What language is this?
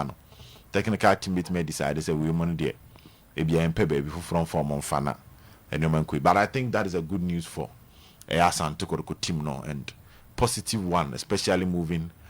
Akan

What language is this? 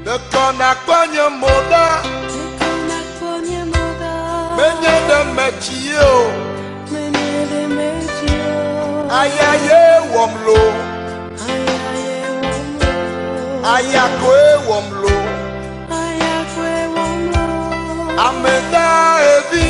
Ewe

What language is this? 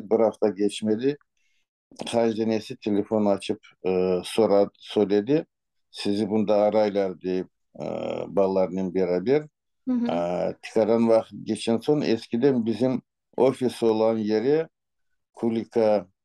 Crimean Tatar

